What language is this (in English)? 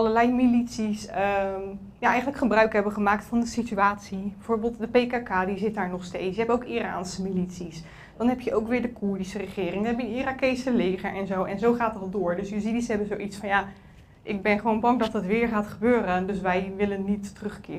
Dutch